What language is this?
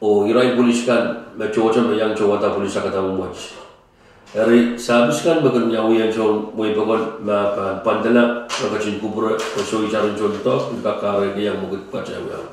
Pohnpeian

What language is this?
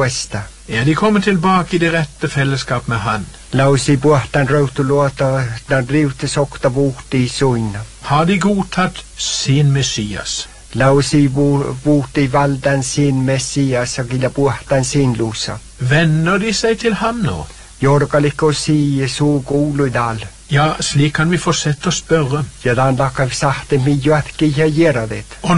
Norwegian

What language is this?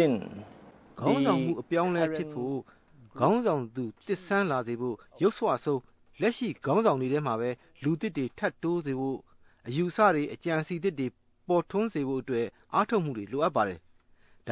Burmese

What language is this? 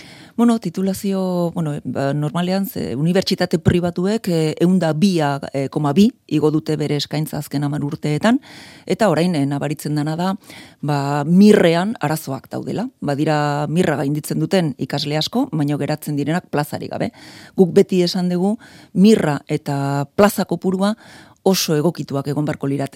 Basque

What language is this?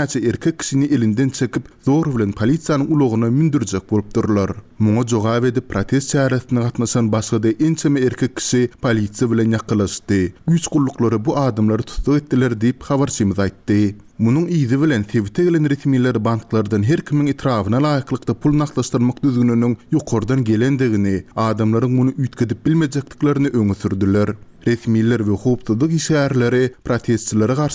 Turkmen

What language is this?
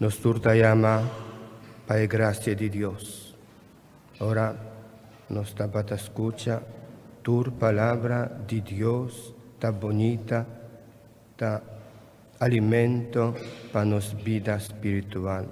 Papiamento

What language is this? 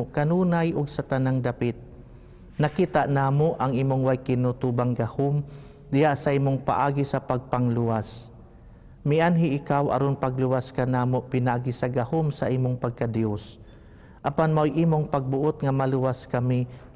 Cebuano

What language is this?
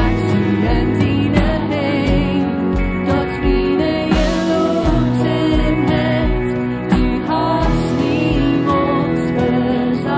Plautdietsch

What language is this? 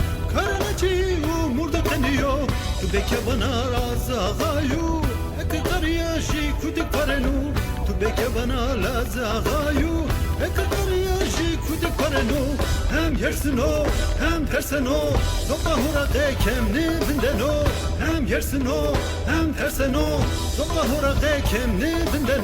Zaza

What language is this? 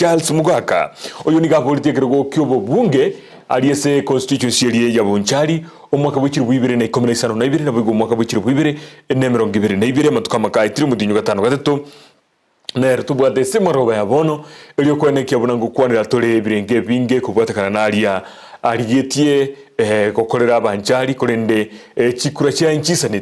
Gusii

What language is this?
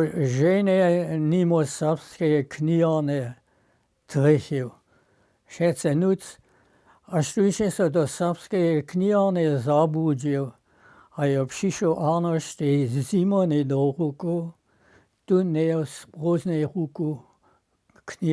Upper Sorbian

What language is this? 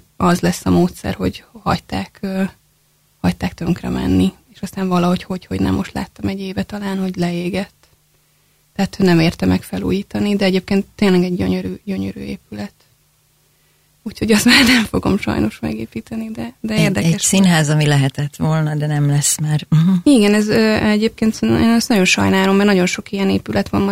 Hungarian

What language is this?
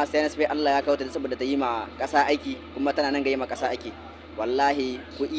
Hausa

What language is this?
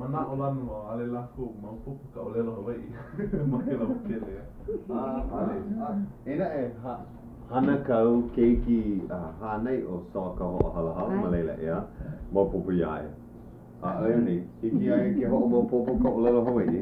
Hawaiian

